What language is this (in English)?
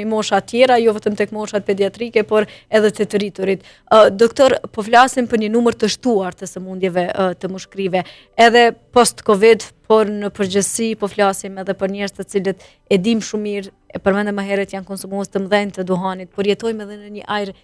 Albanian